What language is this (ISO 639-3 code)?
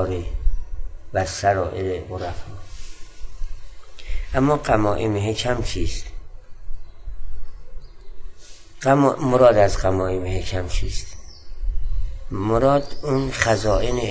fas